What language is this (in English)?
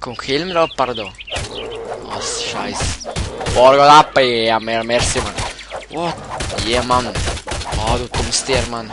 Swiss German